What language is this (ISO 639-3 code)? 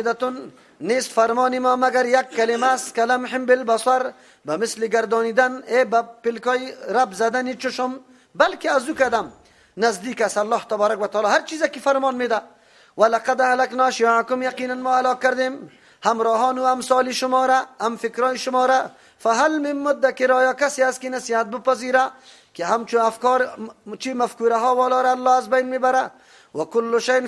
fas